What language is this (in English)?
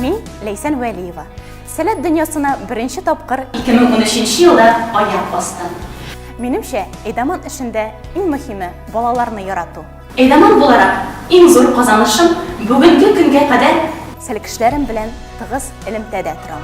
Tatar